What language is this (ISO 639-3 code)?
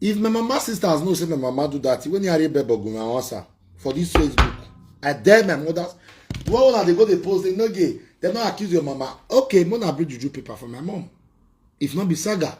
pcm